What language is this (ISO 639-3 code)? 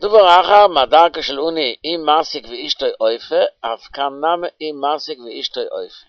yid